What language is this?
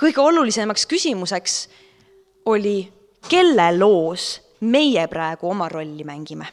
Estonian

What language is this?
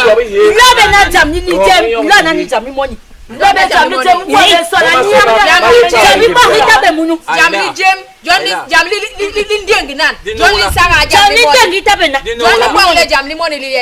Basaa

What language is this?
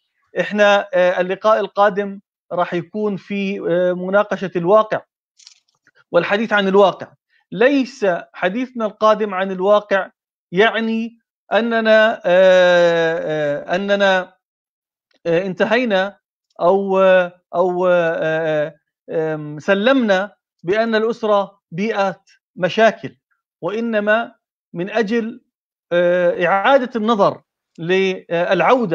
Arabic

